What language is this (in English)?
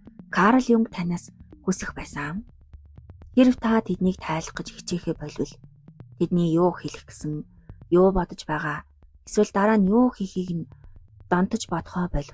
Mongolian